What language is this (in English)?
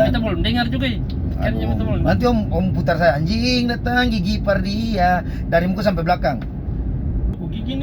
Ambonese Malay